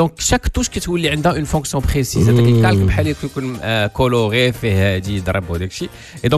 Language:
Moroccan Arabic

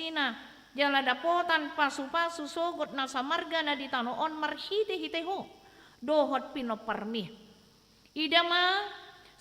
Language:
Batak Toba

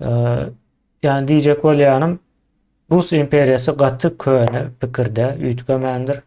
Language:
Turkmen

